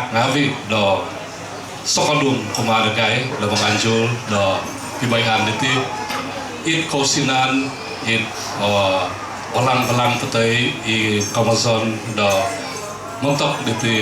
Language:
Central Dusun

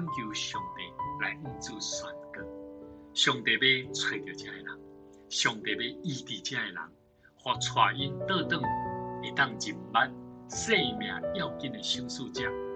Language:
Min Nan Chinese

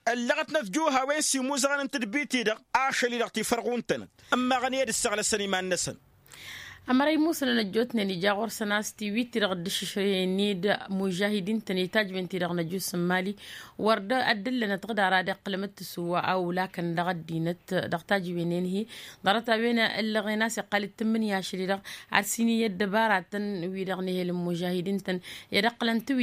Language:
Tamasheq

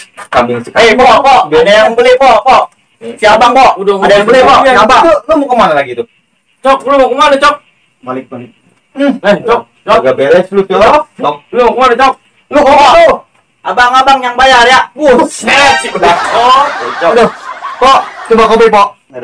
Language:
Betawi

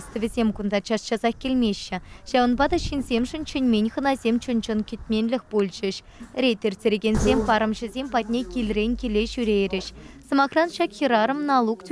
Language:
Chuvash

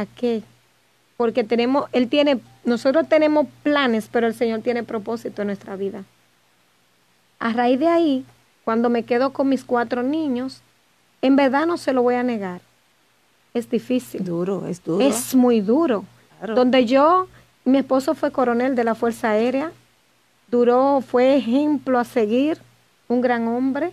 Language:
Spanish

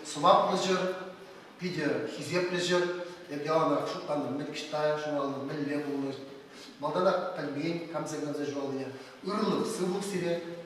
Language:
Chuvash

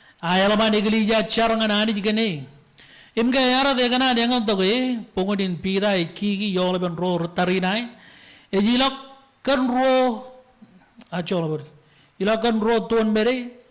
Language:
Marshallese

